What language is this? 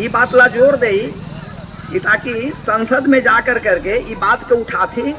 Magahi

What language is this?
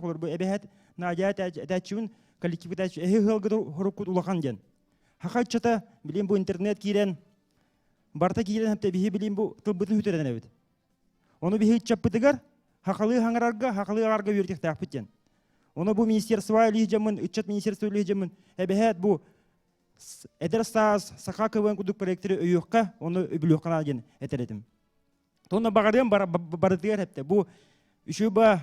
Yakut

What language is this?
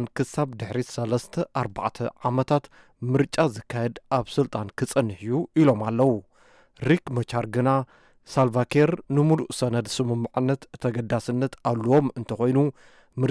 Tigrinya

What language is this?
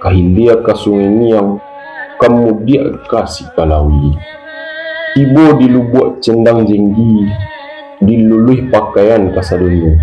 Minangkabau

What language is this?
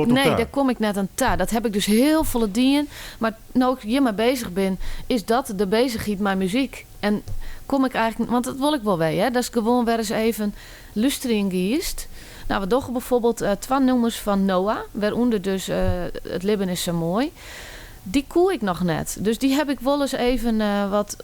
Western Frisian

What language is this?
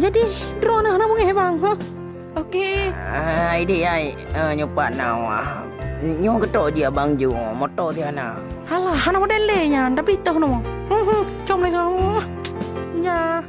Achinese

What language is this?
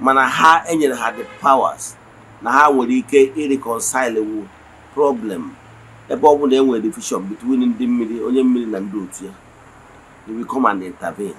Igbo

